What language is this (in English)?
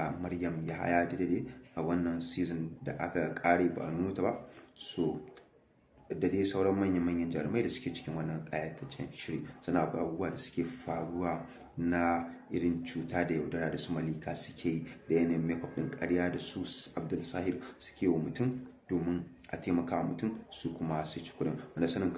Hausa